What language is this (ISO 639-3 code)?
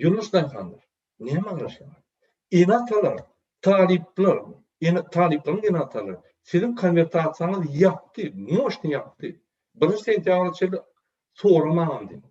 tuk